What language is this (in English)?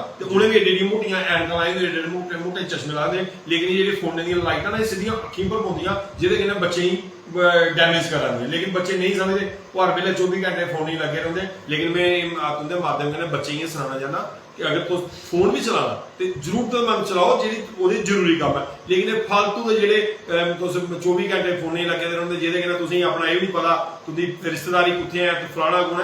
Dogri